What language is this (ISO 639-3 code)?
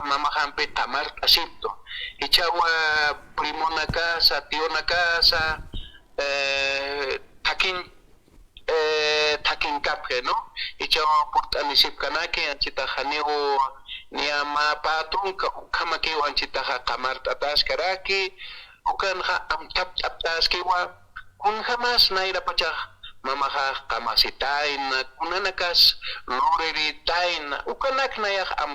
aym